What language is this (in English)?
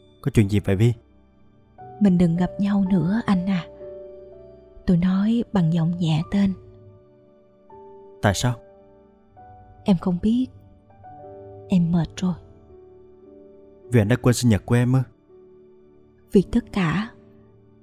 Vietnamese